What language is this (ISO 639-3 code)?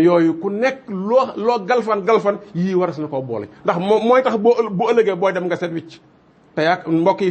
wol